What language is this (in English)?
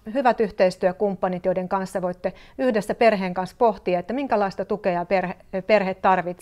Finnish